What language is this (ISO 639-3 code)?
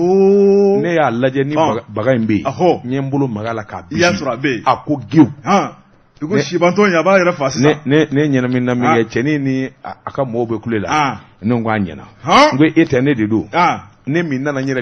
bam